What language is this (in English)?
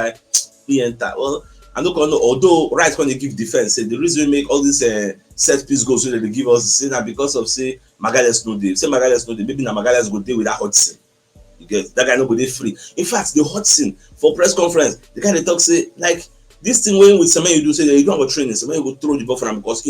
Nigerian Pidgin